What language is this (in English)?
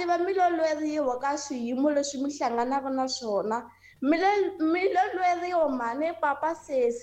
Tsonga